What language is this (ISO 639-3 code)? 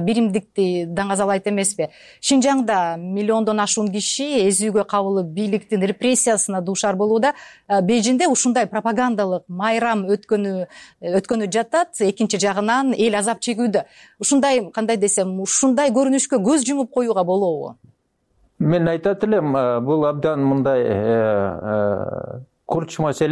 kir